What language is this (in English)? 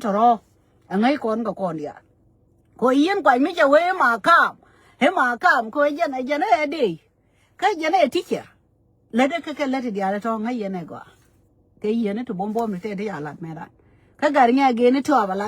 Nuer